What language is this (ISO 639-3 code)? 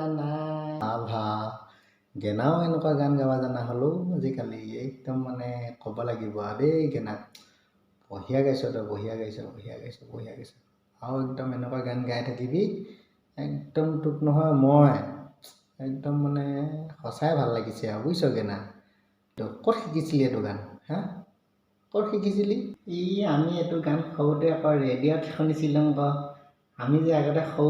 asm